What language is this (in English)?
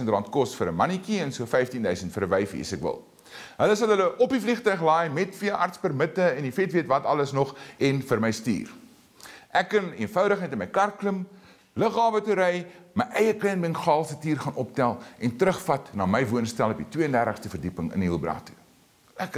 Afrikaans